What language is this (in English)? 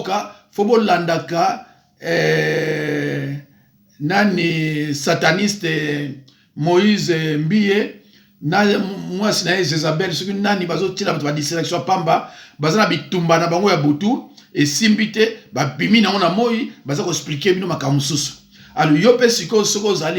Lingala